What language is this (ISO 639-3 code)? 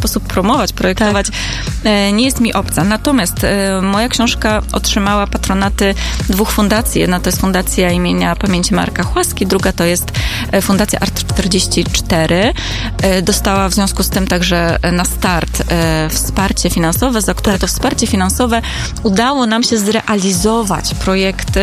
pol